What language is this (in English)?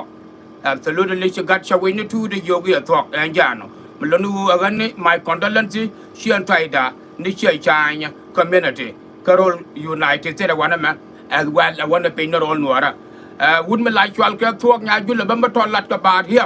Nuer